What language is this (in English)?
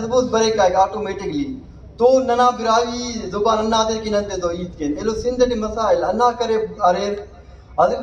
Brahui